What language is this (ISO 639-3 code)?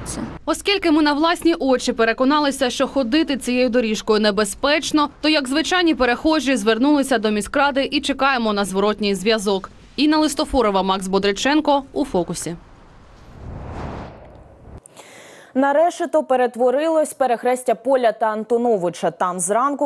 ukr